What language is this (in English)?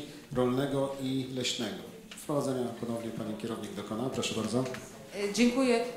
Polish